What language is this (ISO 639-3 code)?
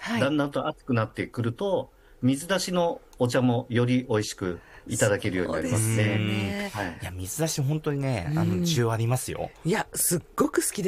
jpn